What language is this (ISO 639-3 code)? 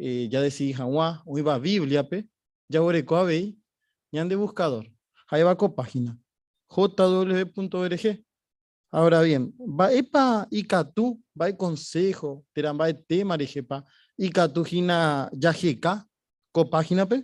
grn